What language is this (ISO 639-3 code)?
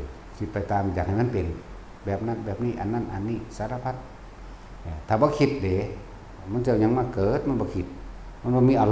lao